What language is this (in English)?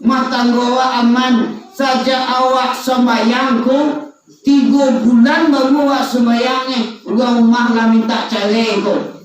Minangkabau